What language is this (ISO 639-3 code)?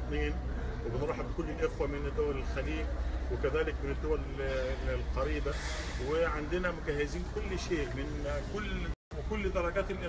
afb